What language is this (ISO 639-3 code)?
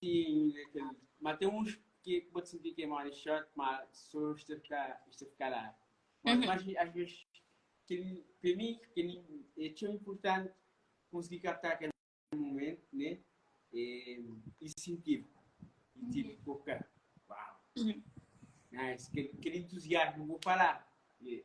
kea